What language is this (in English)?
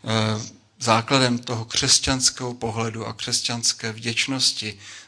Czech